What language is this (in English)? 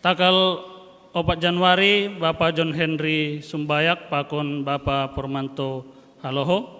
Batak Simalungun